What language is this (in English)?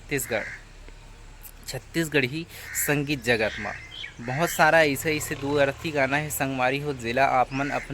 Chhattisgarhi